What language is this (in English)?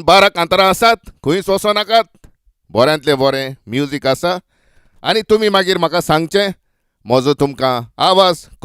Konkani